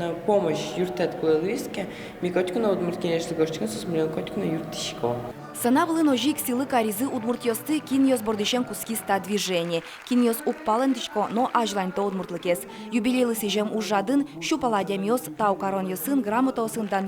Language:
Udmurt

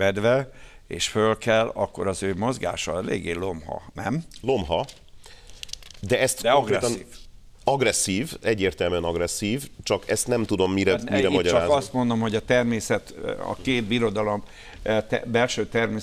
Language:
Hungarian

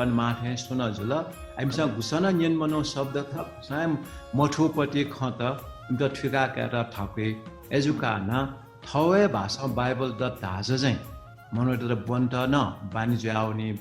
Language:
Newari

